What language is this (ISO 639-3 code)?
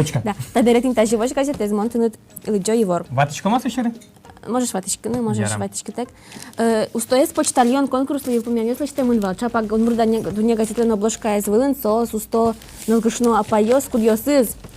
udm